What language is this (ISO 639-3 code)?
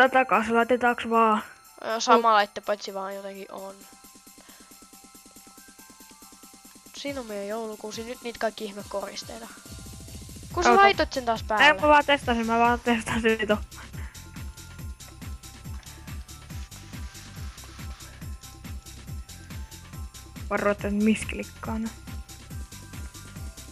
fin